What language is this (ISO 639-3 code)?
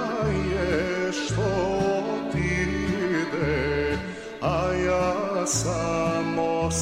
srp